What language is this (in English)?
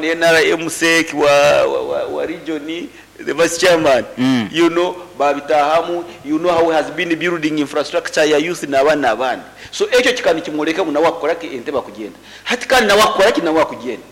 Nyankole